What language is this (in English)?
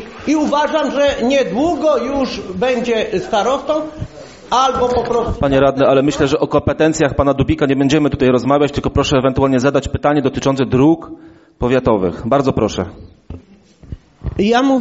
Polish